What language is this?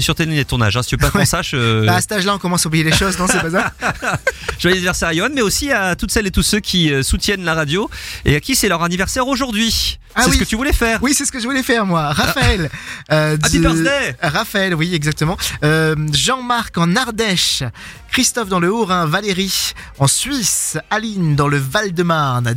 French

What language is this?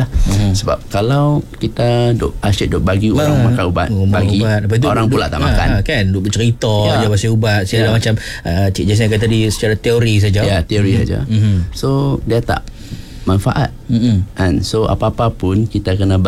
Malay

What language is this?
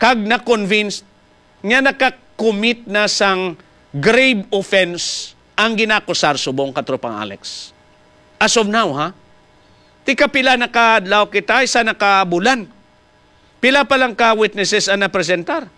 Hiligaynon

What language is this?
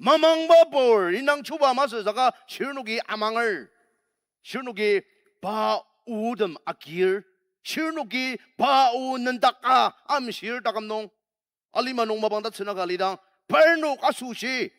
Ao Naga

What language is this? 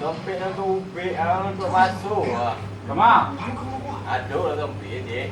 Minangkabau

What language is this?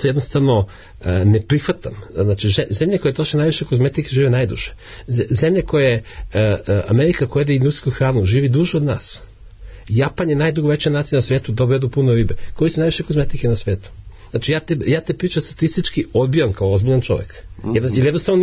Serbian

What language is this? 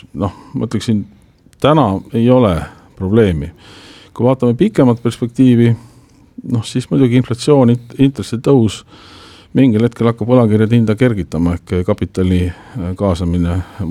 Estonian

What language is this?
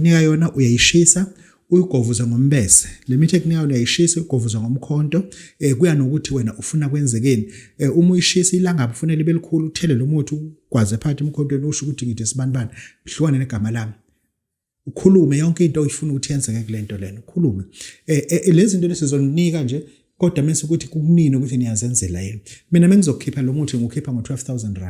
Zulu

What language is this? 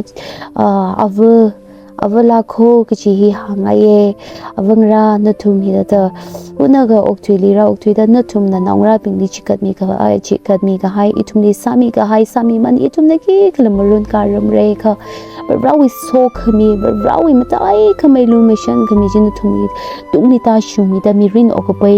Tangkhul Naga (India)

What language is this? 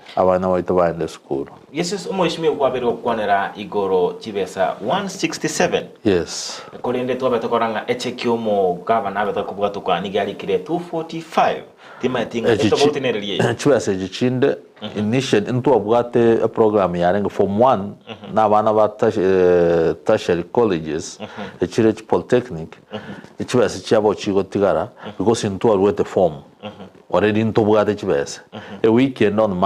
Gusii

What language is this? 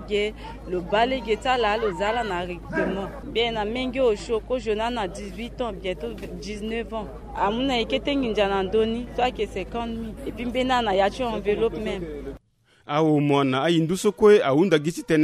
Sango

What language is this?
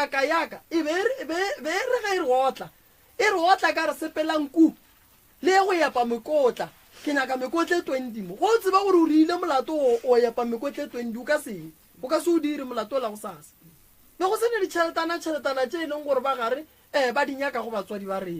Northern Sotho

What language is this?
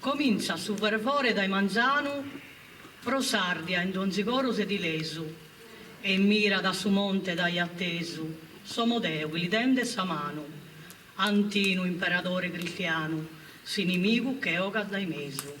Sardinian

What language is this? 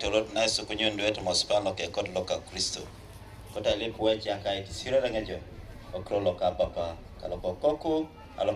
Teso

